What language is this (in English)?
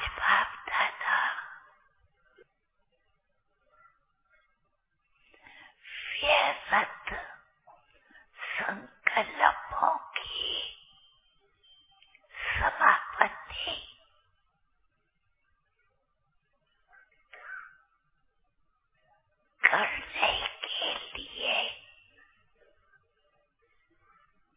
Hindi